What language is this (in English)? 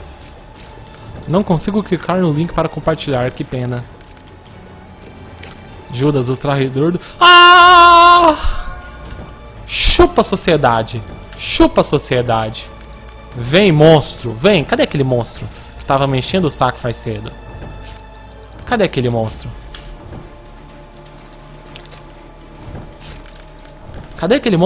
Portuguese